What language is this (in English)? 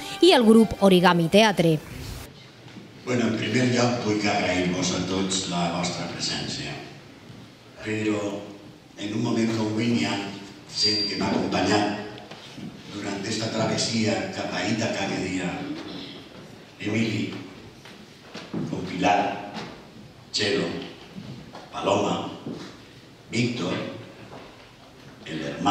Catalan